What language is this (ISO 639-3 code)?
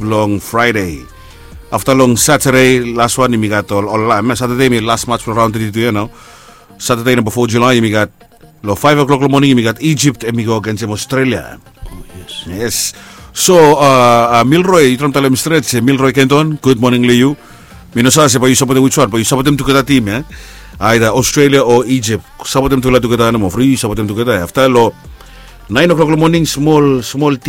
bis